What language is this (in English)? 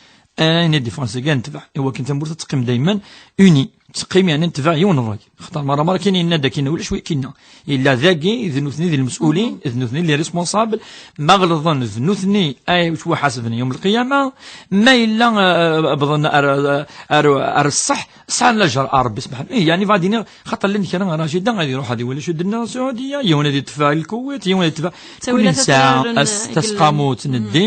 Kabyle